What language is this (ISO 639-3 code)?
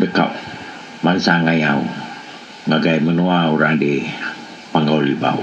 iba